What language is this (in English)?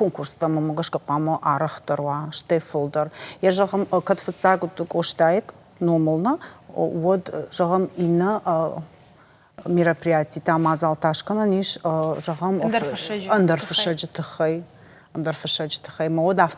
Ossetic